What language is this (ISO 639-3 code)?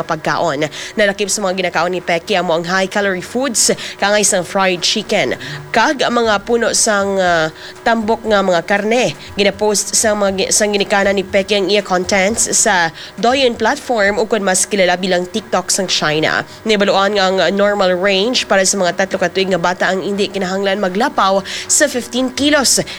hil